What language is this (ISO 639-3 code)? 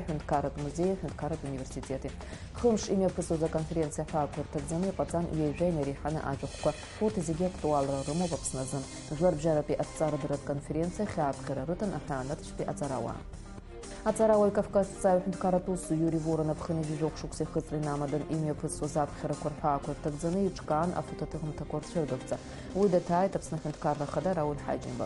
abk